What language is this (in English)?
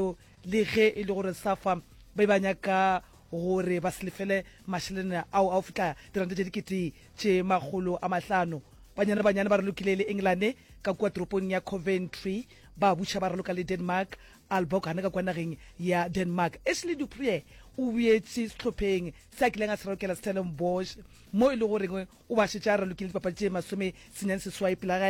Northern Sotho